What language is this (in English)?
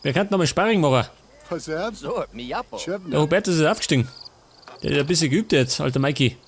Bavarian